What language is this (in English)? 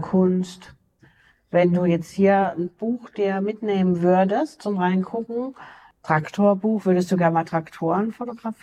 German